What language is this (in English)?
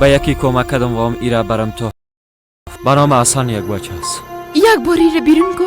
Persian